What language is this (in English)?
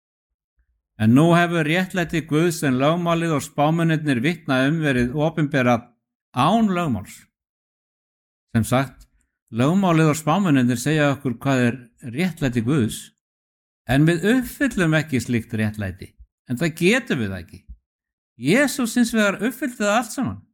Icelandic